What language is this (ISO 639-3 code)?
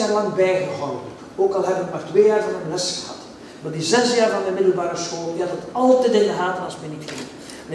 nld